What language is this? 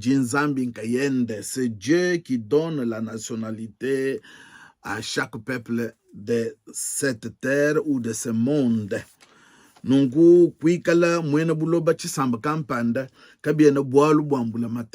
Luba-Lulua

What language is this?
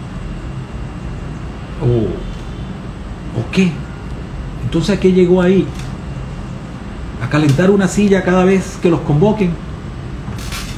Spanish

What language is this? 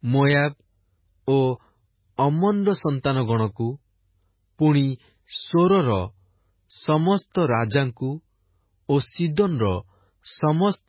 Odia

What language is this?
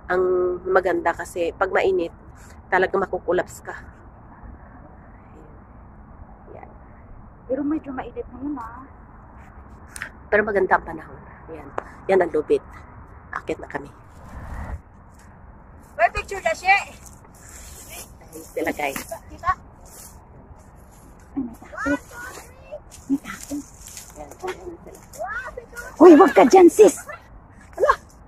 Filipino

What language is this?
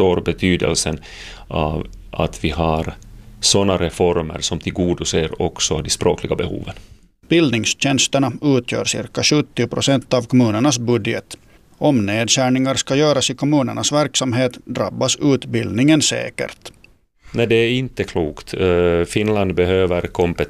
Swedish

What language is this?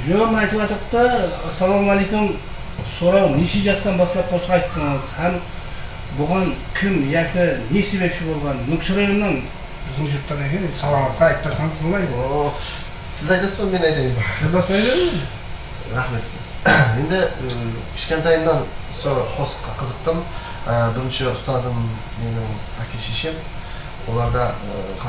Kara-Kalpak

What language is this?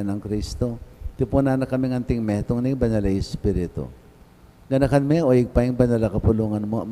Pampanga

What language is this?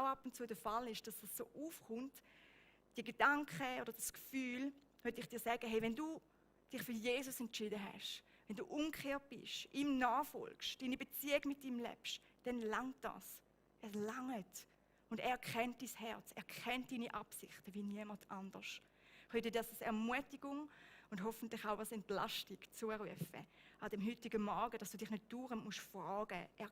Swiss German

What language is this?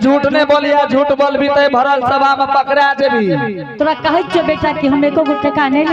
Angika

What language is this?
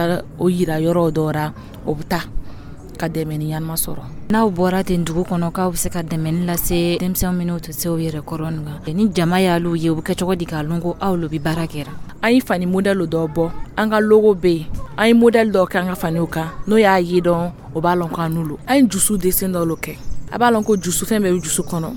Dyula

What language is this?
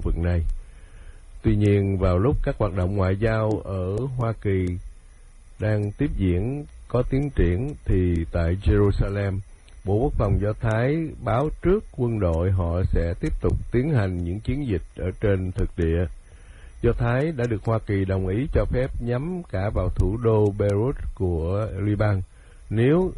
Vietnamese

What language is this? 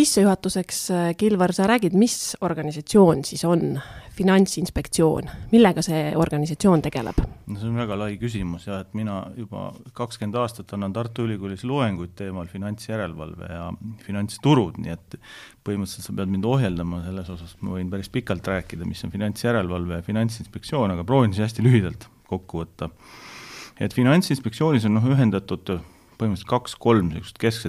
Estonian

